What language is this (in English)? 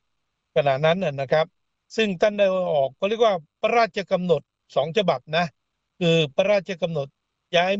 Thai